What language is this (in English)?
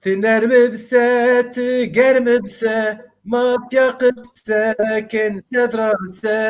Zaza